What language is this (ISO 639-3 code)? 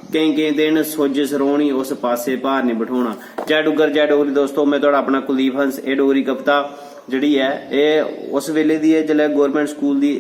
doi